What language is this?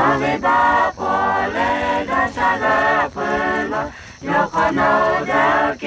Lahu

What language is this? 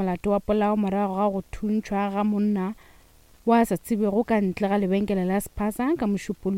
Northern Sotho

